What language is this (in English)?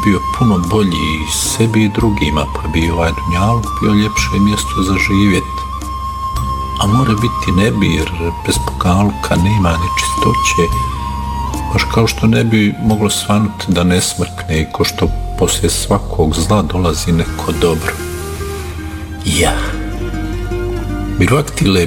Bosnian